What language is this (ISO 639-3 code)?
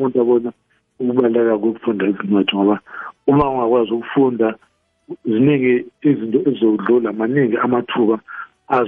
nbl